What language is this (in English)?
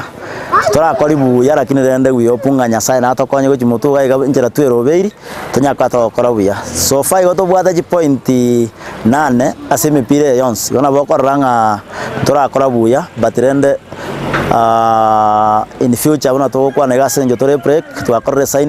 Gusii